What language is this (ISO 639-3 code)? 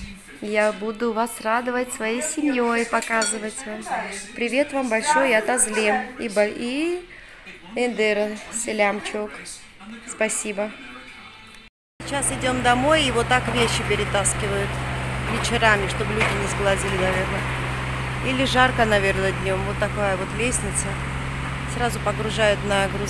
rus